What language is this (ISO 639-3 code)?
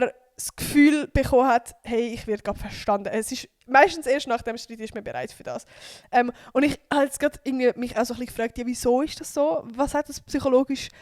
gsw